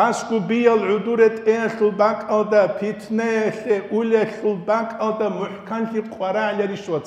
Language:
Avaric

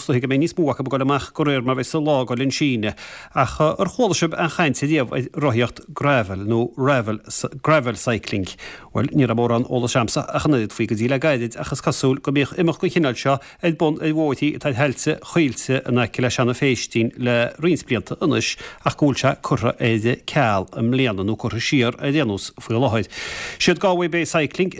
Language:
Irish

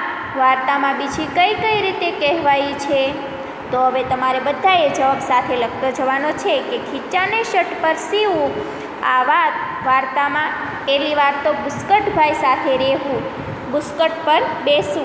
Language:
Gujarati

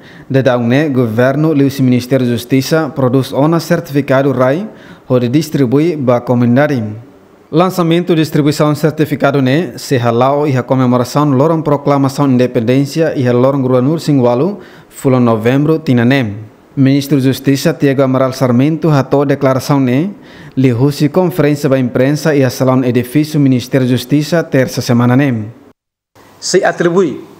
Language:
Tetum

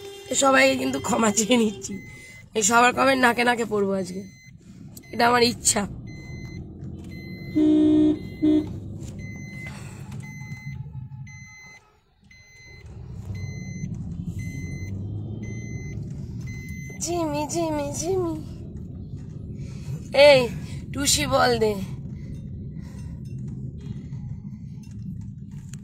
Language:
Bangla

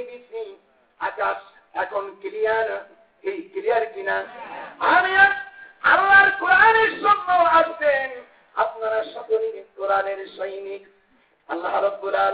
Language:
Bangla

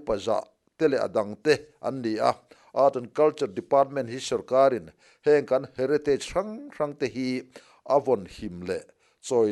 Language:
Mizo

